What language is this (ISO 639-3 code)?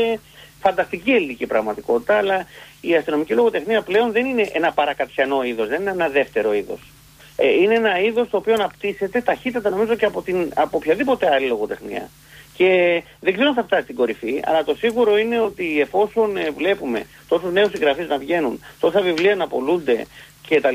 ell